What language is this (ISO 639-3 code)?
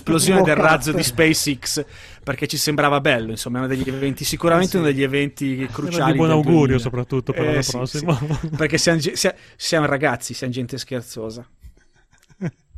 ita